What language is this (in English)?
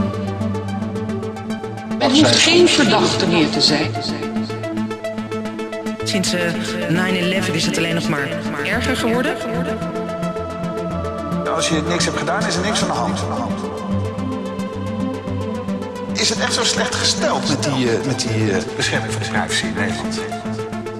Dutch